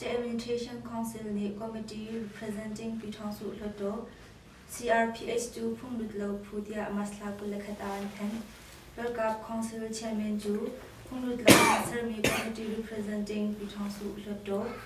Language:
Hakha Chin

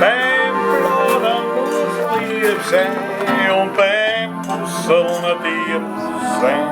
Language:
Bavarian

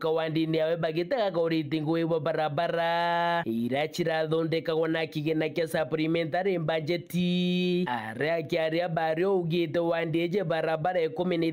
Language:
Meru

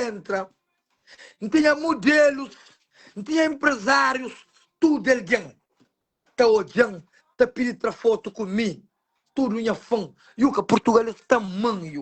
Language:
Kabuverdianu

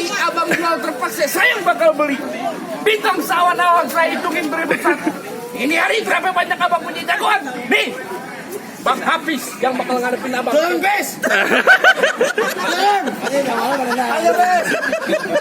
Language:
Betawi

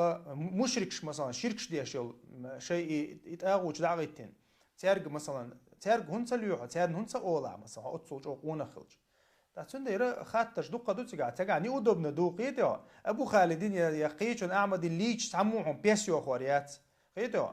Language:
Chechen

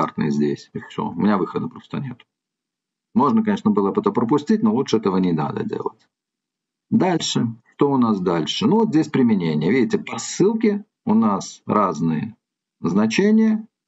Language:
Russian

